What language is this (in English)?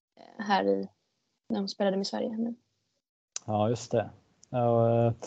Swedish